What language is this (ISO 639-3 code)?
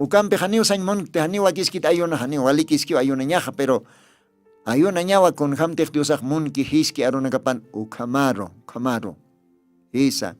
aym